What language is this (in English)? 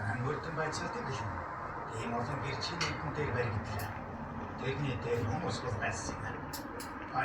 Mongolian